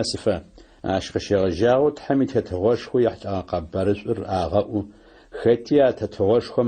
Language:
Adyghe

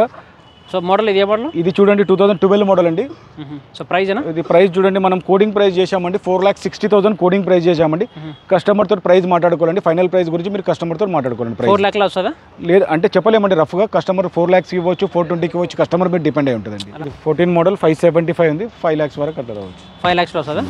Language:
Telugu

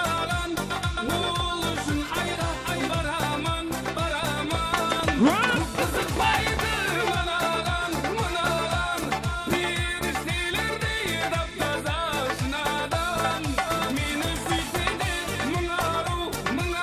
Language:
Kara-Kalpak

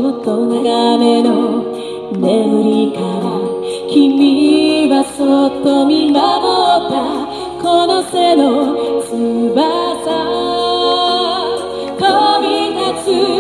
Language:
Japanese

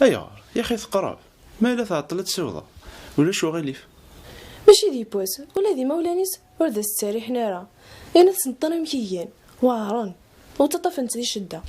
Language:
Kabyle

